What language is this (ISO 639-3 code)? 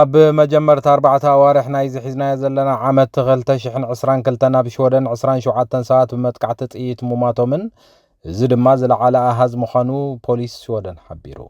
tir